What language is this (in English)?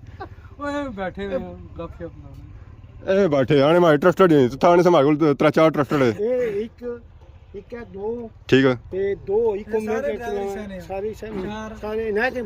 Pahari-Potwari